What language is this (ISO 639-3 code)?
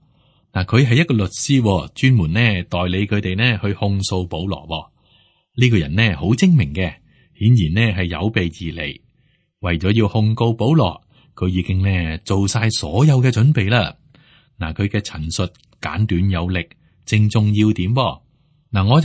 yue